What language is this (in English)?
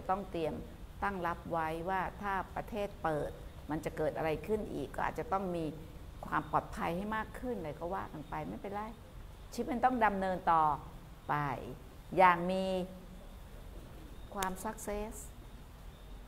Thai